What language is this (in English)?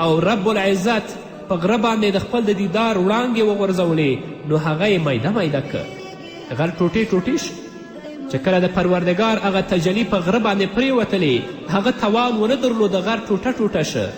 Pashto